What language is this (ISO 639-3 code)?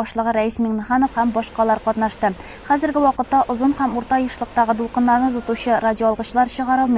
tat